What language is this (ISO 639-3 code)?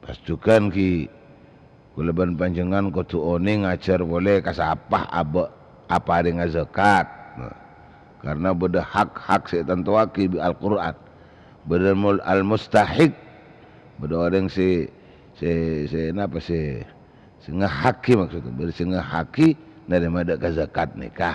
mad